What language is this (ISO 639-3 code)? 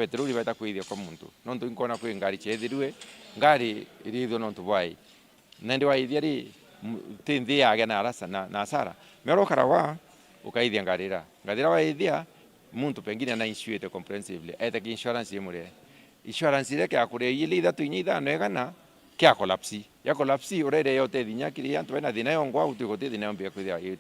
mer